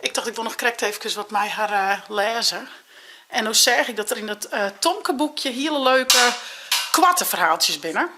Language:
Western Frisian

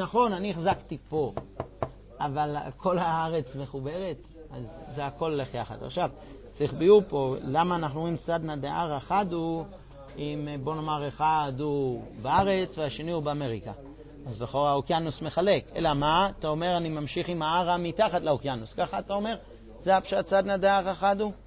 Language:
Hebrew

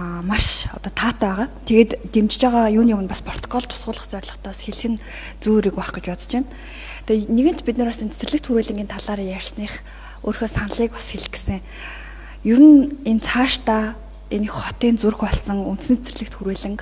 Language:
Mongolian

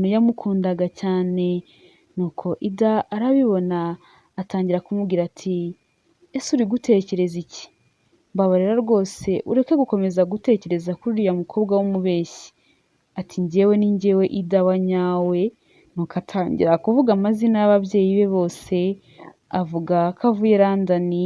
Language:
Kinyarwanda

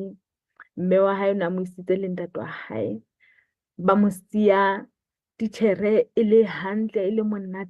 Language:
Southern Sotho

